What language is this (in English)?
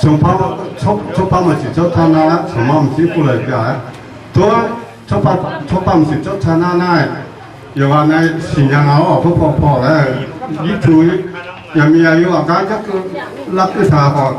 Akha